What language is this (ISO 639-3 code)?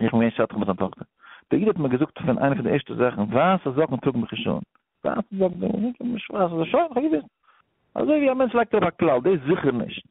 yid